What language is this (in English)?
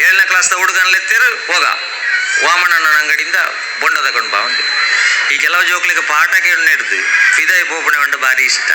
Tulu